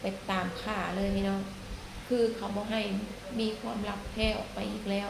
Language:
Northeastern Thai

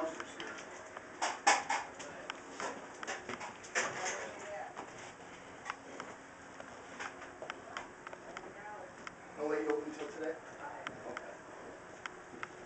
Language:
English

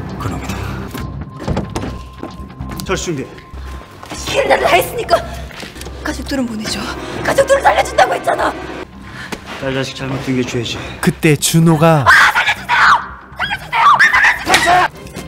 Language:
Korean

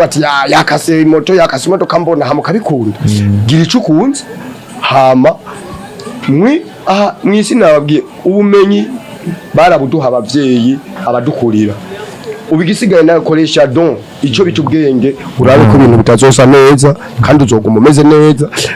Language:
Rundi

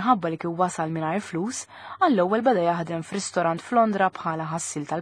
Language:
Maltese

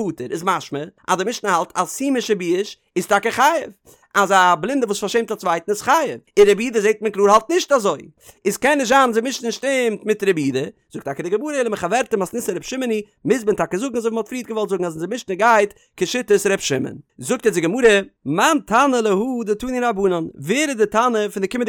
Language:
Yiddish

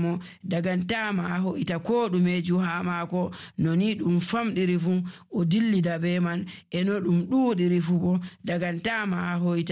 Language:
Nigerian Fulfulde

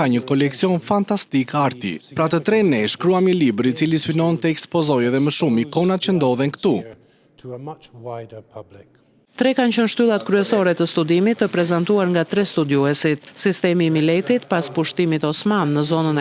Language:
Albanian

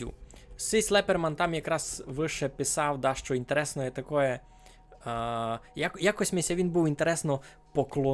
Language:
Rusyn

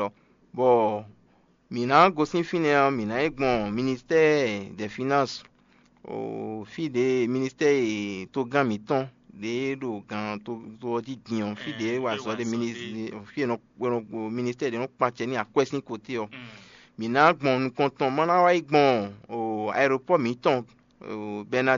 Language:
Fon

